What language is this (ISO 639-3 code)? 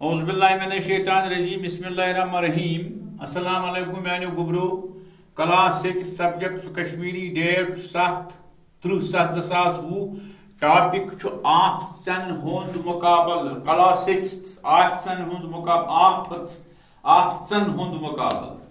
kas